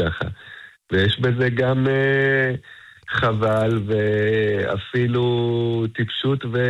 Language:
Hebrew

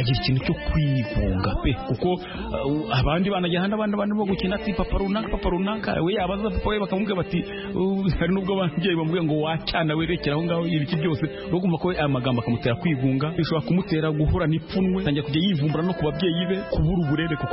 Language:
Kinyarwanda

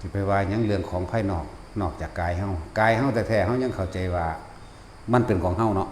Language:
Lao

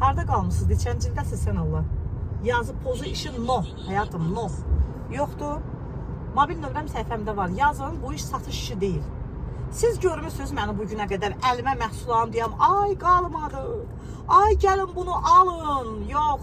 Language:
Azerbaijani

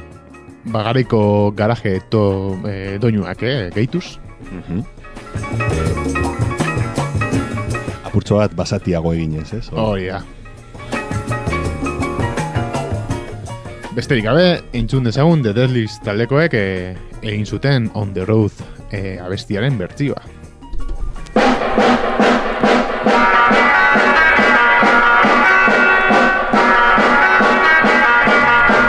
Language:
Basque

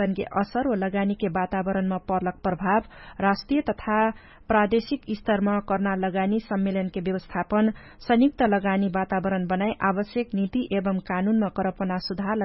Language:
Dangaura Tharu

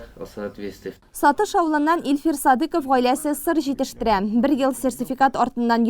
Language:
Tatar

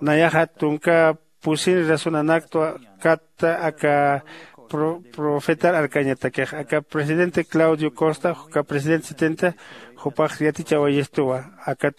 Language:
Aymara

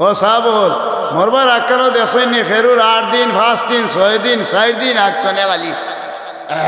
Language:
Sylheti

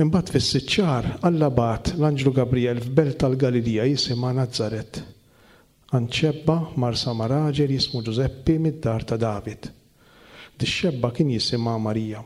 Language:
Maltese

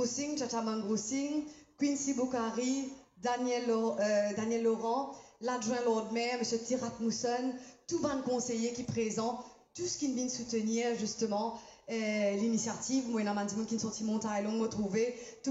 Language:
Morisyen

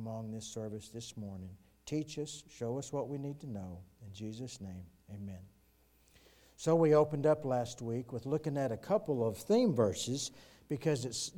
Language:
English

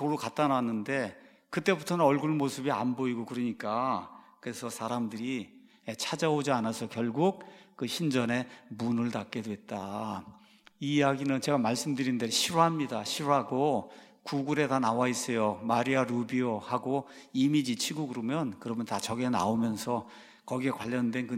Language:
Korean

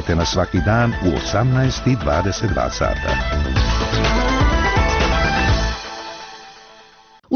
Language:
Bosnian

